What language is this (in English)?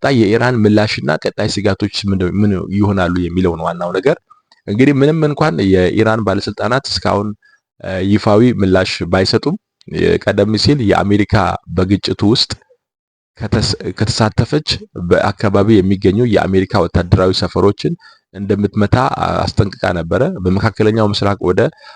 Amharic